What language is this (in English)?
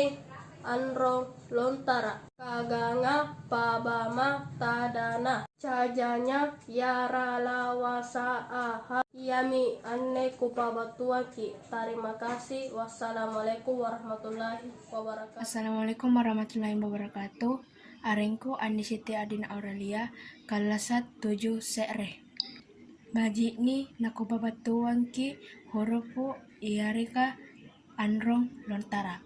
Makasar